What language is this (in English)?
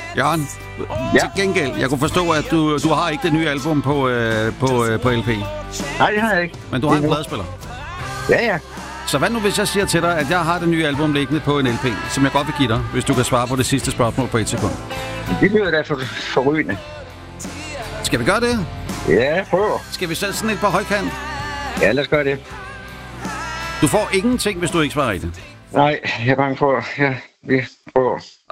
Danish